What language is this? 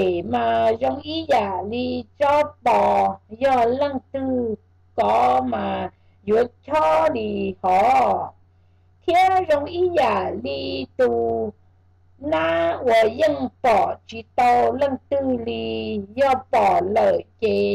Vietnamese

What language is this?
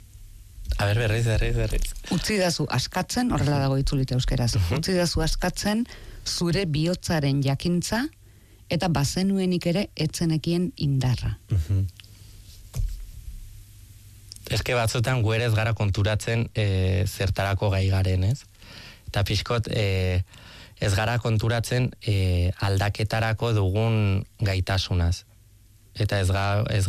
Basque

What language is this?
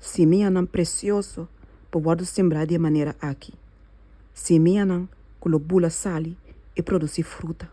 Papiamento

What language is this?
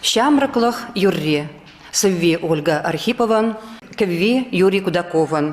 Chuvash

